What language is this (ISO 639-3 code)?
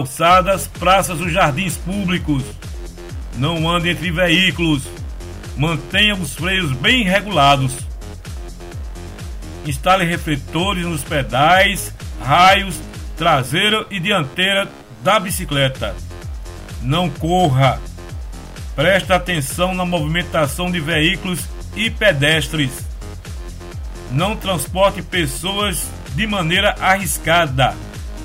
por